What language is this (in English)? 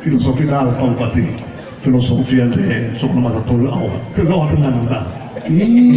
Nias